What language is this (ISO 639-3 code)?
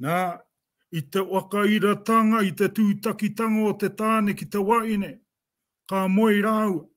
mri